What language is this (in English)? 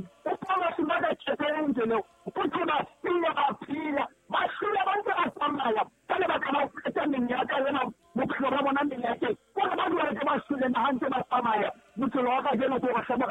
Southern Sotho